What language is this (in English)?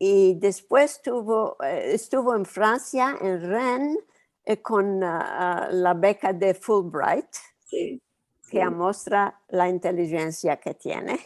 Ladino